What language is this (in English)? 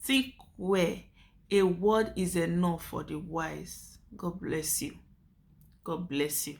Nigerian Pidgin